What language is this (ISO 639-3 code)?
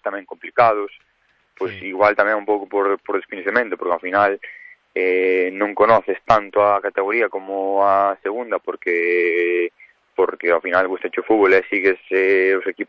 glg